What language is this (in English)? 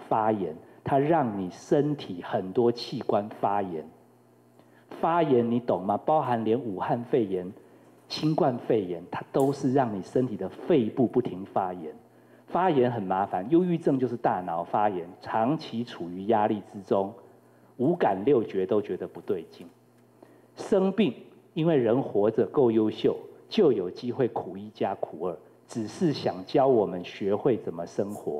Chinese